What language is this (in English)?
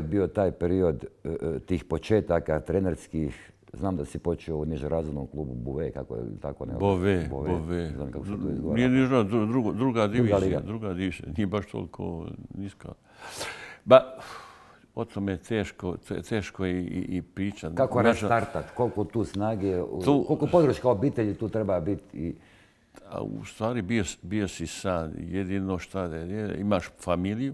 Bosnian